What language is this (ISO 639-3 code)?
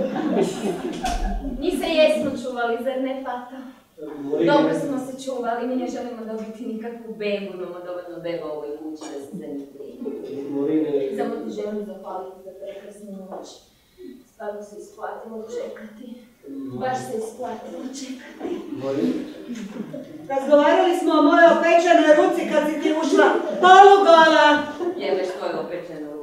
hrv